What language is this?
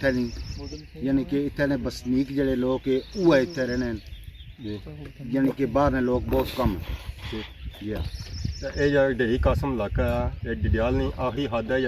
Pahari-Potwari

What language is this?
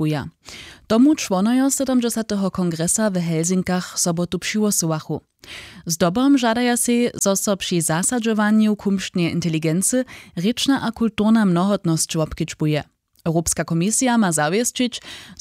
Upper Sorbian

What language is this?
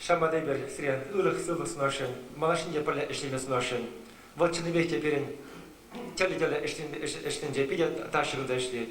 Chuvash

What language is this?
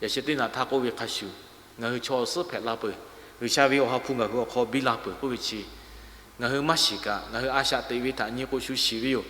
Lahu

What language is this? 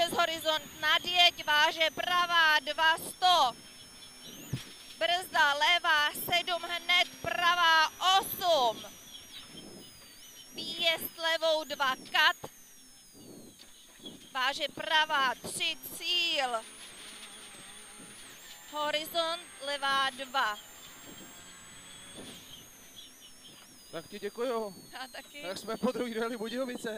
Czech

